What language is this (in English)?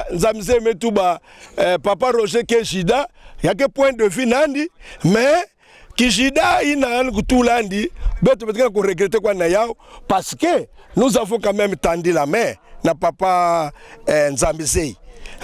Kituba (Democratic Republic of Congo)